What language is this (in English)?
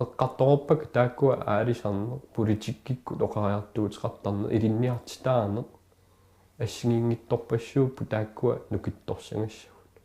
Kalaallisut